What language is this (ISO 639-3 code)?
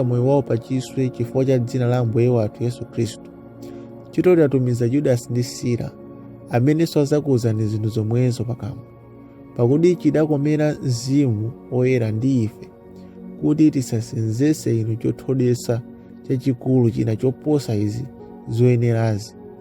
nya